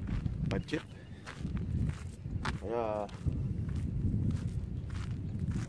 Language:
Filipino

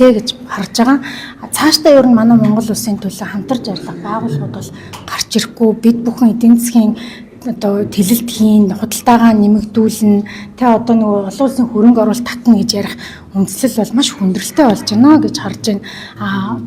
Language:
Mongolian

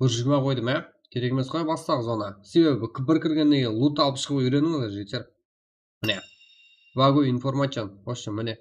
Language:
Kara-Kalpak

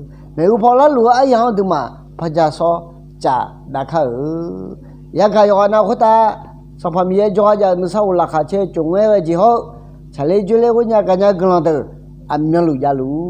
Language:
Akha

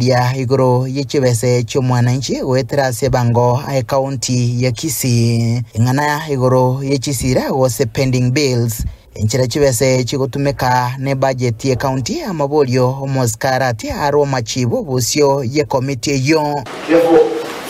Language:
Gusii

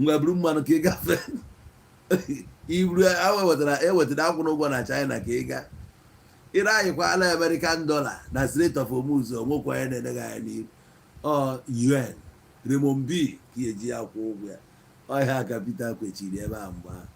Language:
Igbo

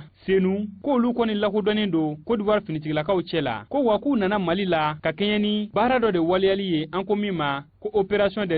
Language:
Bambara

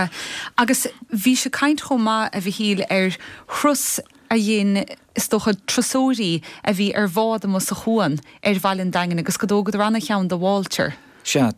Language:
Irish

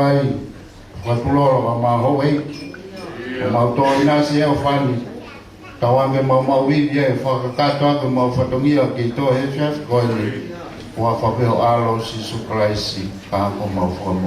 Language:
Tongan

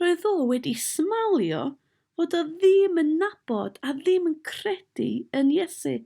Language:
Welsh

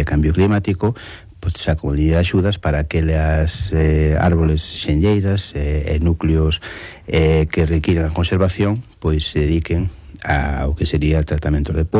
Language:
Galician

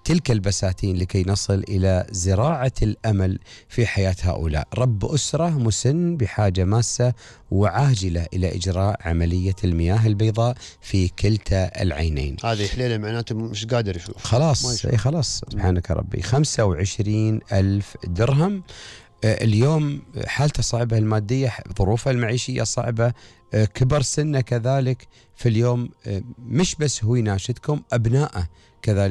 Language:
Gulf Arabic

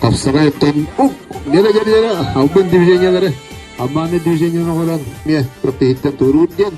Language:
Yakut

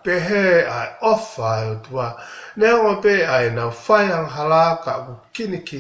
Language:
Tongan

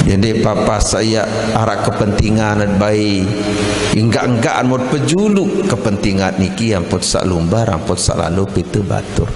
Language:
Sasak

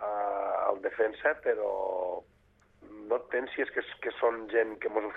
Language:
Catalan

